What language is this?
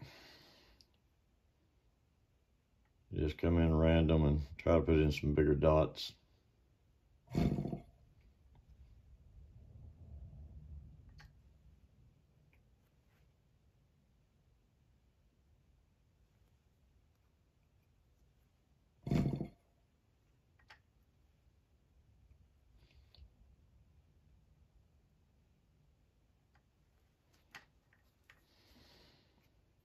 English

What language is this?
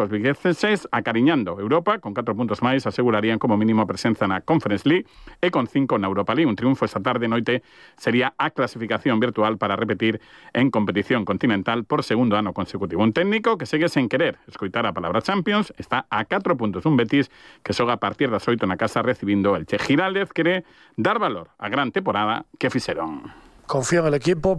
Galician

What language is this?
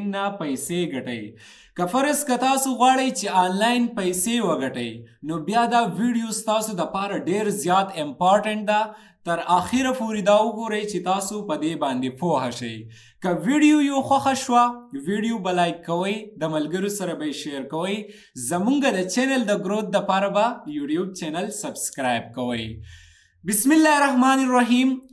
Pashto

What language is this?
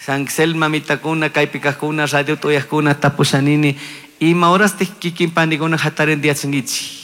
Chimborazo Highland Quichua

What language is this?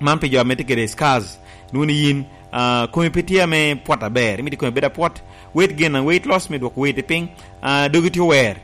Lango (Uganda)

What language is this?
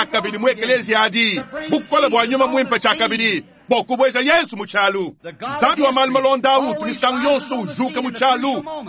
Luba-Lulua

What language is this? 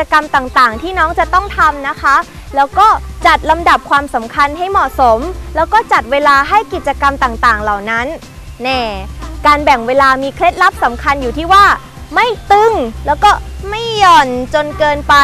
Thai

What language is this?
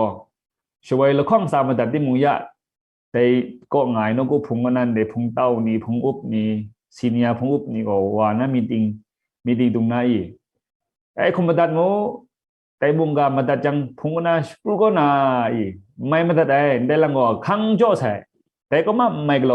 Kachin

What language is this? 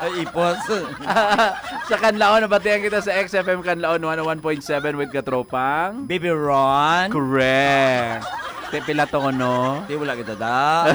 Hiligaynon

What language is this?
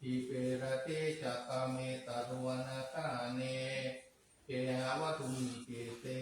Pali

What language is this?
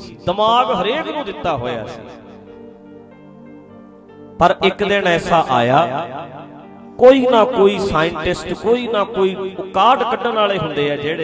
Punjabi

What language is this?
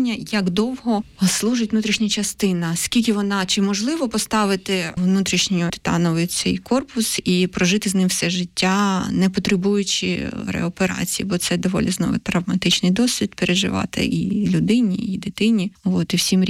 Ukrainian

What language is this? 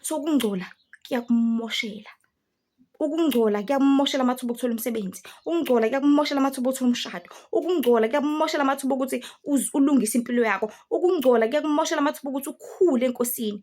Zulu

